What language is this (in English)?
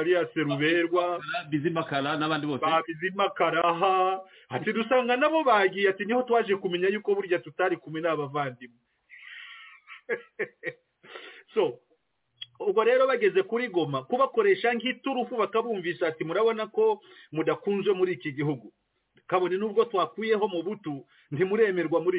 Kinyarwanda